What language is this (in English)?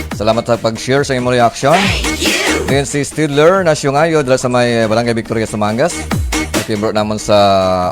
Hiligaynon